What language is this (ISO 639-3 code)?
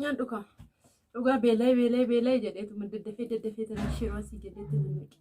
orm